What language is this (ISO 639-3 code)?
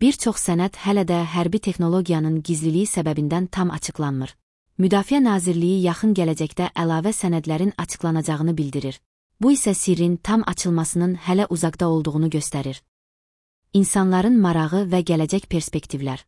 aze